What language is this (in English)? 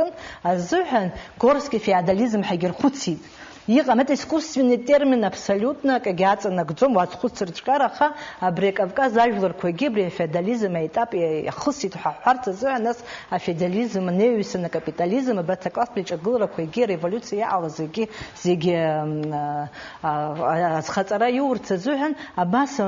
Abkhazian